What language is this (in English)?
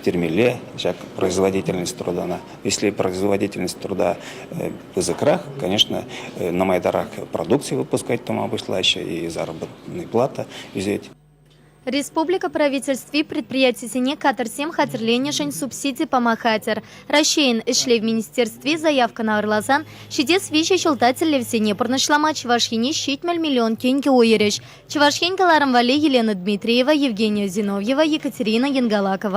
Chuvash